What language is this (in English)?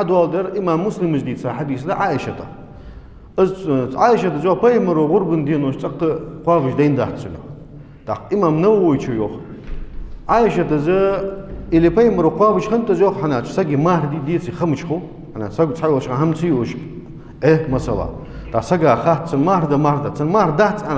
Ingush